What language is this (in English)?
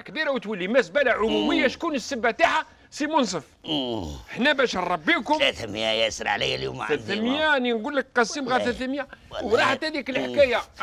Algerian Arabic